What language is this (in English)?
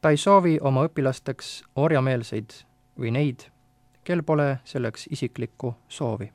Estonian